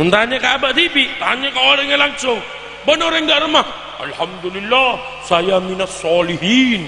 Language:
Madurese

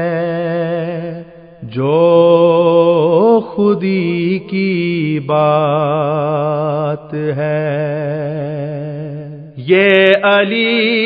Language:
Urdu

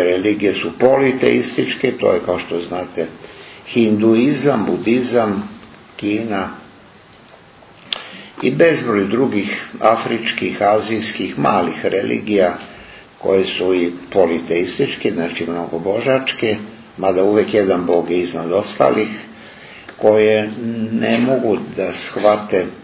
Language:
Serbian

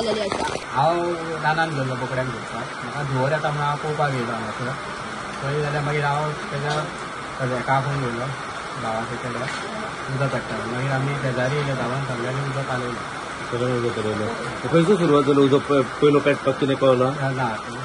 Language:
Konkani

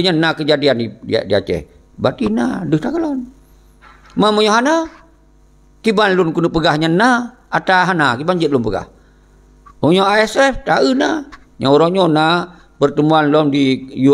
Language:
Achinese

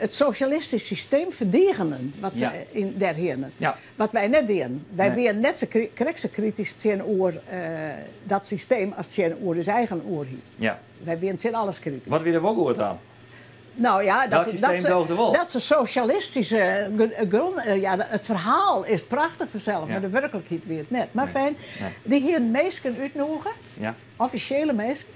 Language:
Western Frisian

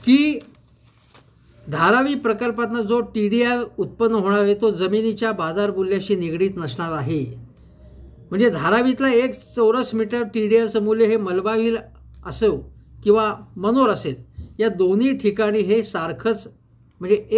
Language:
Marathi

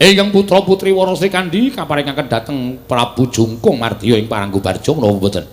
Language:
Javanese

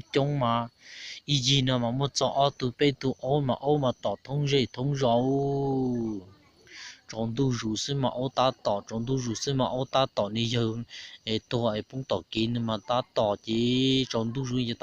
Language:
Hmong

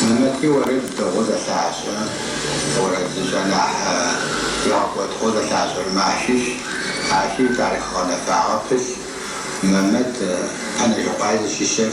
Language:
Adyghe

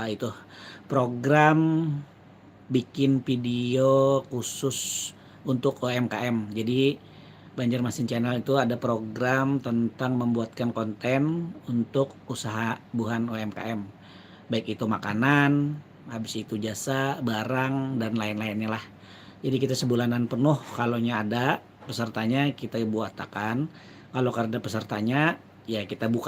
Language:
Banjar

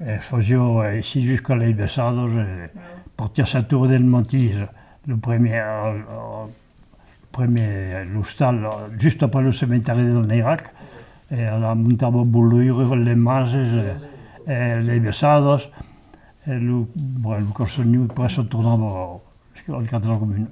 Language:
Occitan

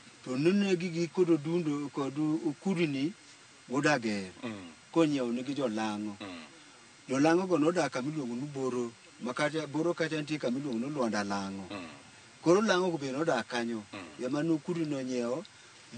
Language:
Luo (Kenya and Tanzania)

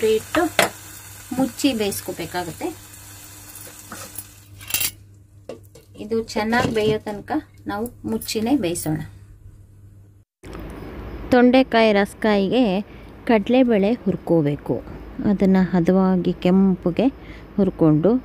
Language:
Kannada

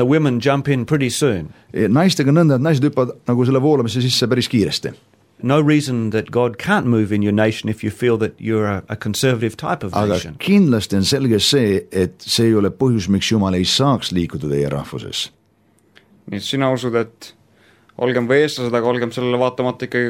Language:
Estonian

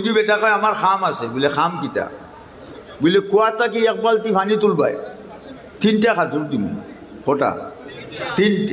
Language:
Sylheti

